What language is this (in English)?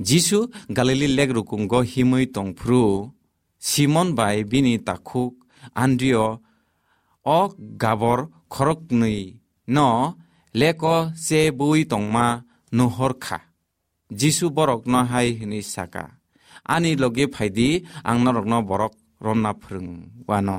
Kok Borok